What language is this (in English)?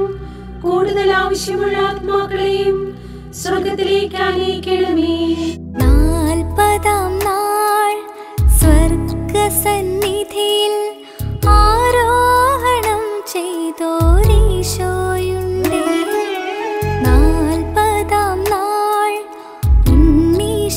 Malayalam